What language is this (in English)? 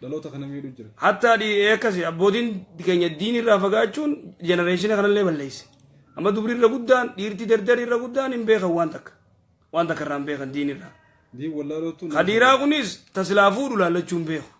Oromo